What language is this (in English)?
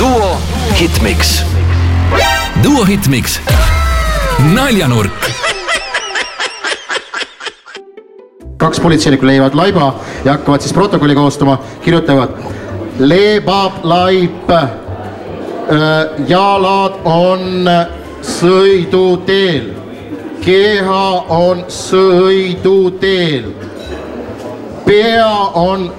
Estonian